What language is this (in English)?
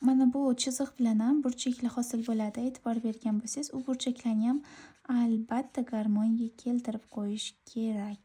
Uzbek